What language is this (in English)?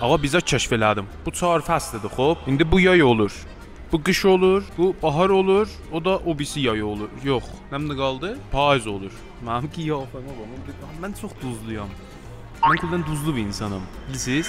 South Azerbaijani